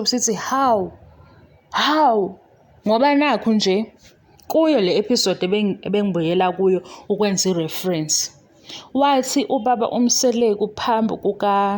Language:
Zulu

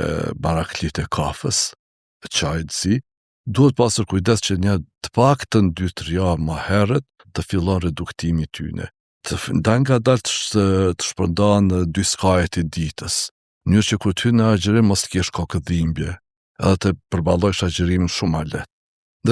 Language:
Albanian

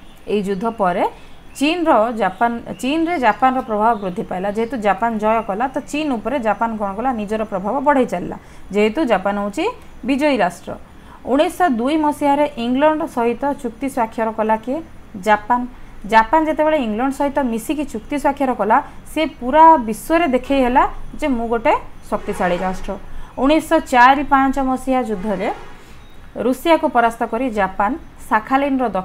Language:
Odia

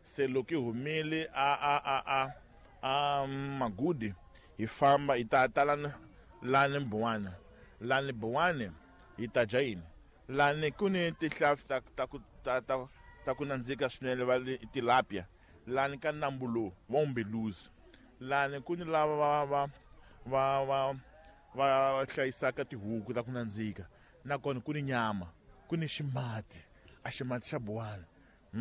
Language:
Tsonga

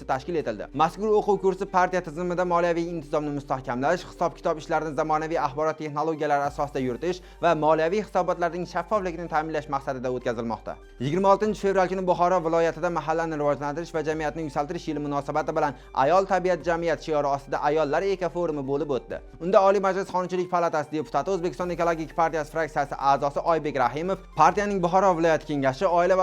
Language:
Uzbek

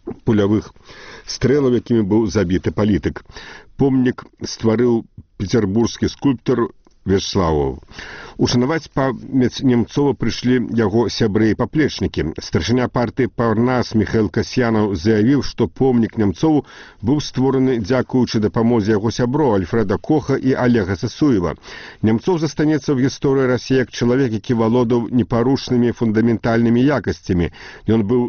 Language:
Belarusian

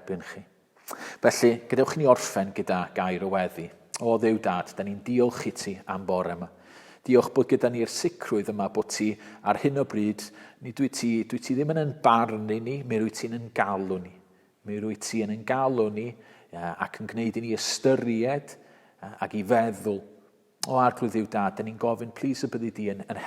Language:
Welsh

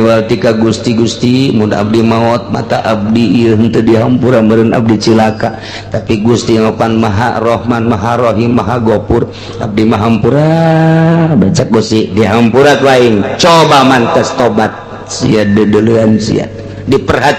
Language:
Sundanese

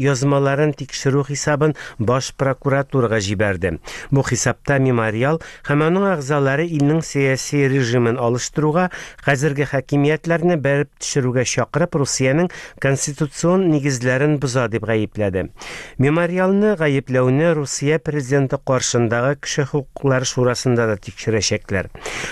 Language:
Tatar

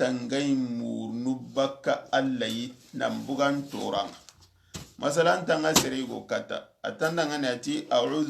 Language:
Soninke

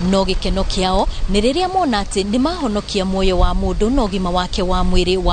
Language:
Kikuyu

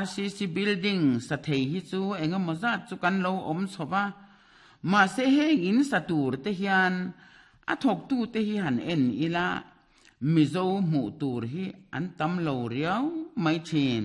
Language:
Mizo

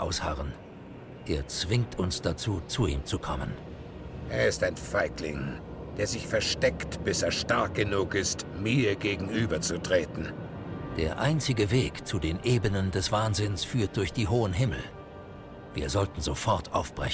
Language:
Swiss German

